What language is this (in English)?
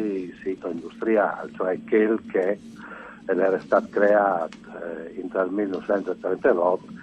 Friulian